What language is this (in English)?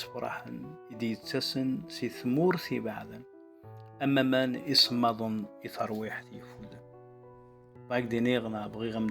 Kabyle